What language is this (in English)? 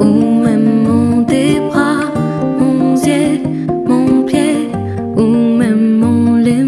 Réunion Creole French